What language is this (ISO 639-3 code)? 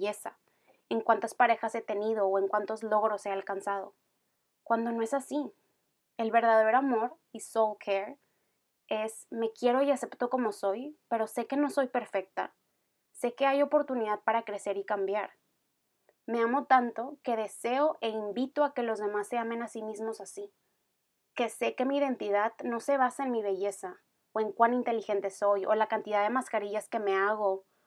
spa